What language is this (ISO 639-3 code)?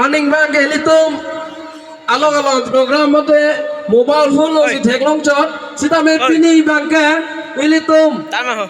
mjw